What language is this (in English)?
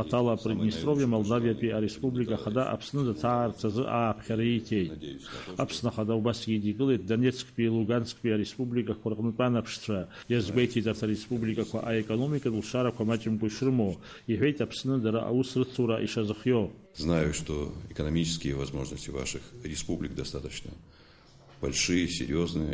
Abkhazian